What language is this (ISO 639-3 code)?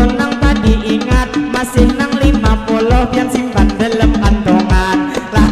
bjn